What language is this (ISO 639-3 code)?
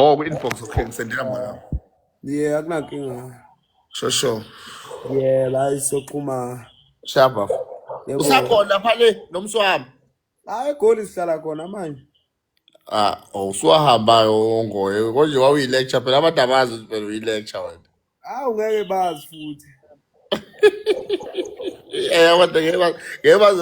zul